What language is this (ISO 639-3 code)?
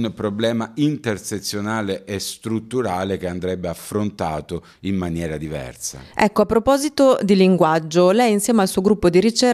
ita